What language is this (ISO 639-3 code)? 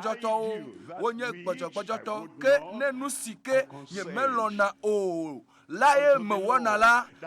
ewe